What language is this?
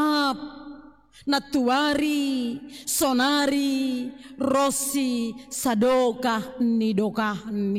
Batak Simalungun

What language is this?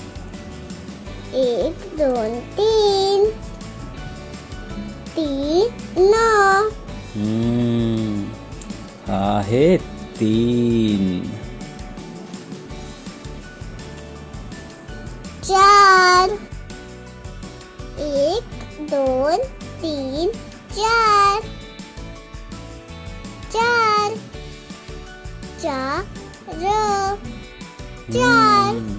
Marathi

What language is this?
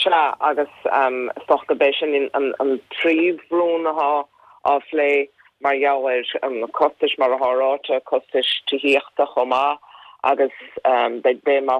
Irish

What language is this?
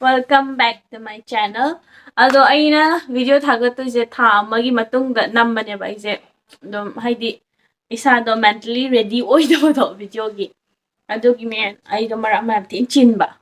Manipuri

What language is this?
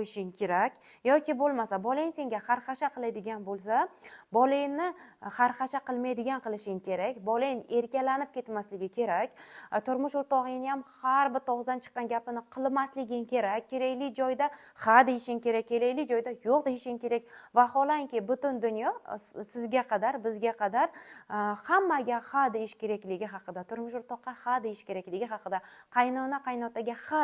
Uzbek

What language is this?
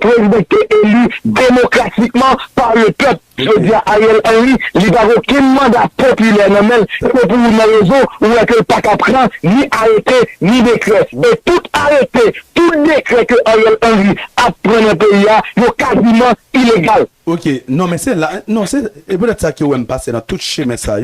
Haitian Creole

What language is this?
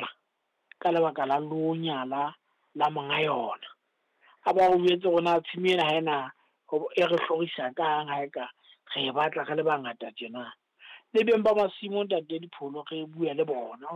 Southern Sotho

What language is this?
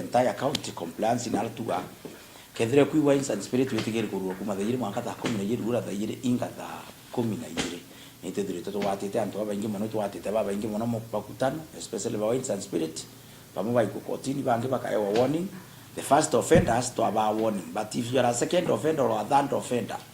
Meru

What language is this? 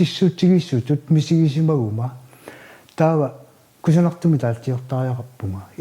Kalaallisut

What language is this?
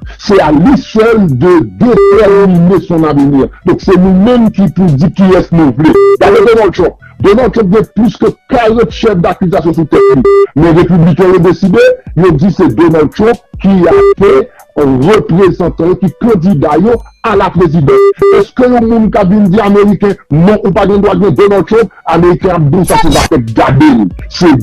Haitian Creole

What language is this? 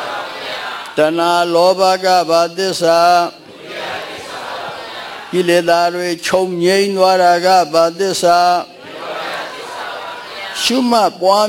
Burmese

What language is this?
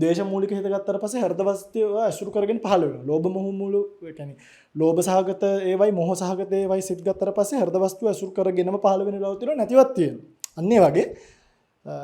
Sinhala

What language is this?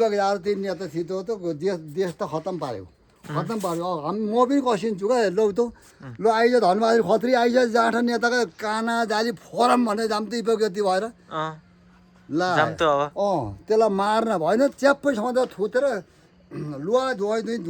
Nepali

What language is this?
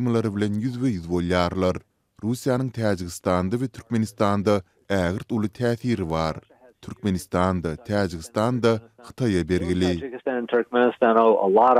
Turkmen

